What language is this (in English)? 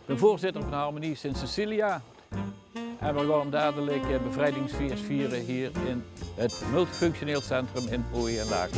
Limburgish